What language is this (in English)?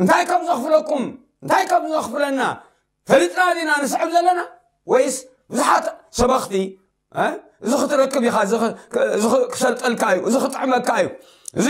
Tigrinya